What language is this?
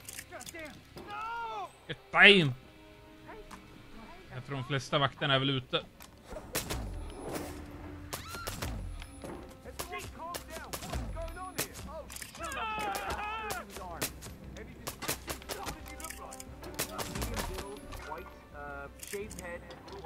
Swedish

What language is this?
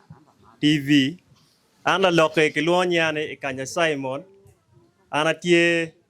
Acoli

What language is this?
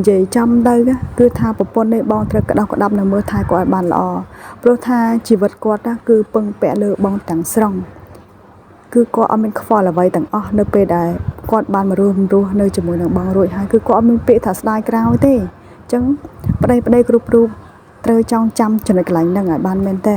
Khmer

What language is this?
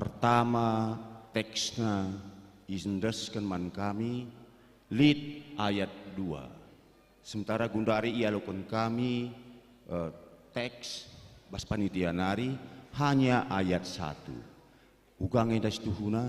Batak Karo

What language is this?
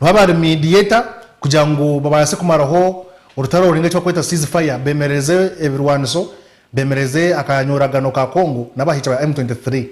Nyankole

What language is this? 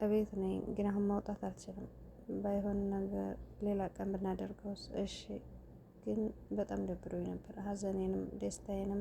Amharic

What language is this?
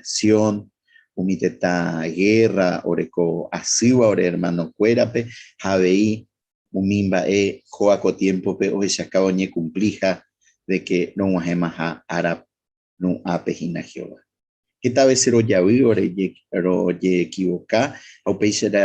Guarani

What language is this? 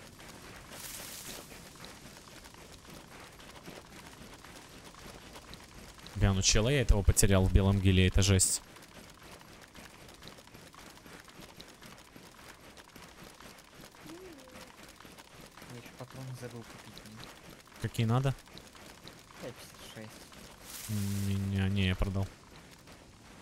Russian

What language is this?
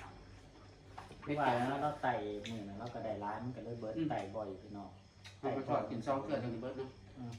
Northeastern Thai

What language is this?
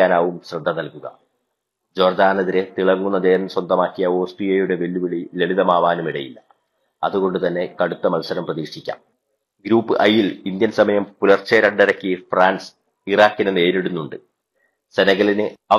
Malayalam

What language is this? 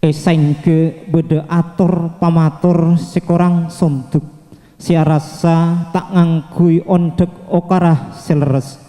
Madurese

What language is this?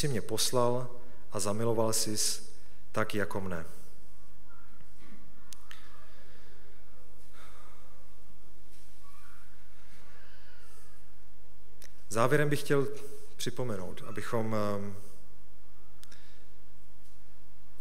Czech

